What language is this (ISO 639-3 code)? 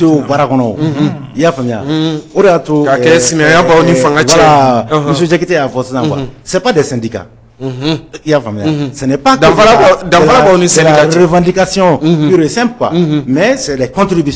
bam